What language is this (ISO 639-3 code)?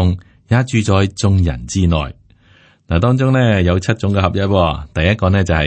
yue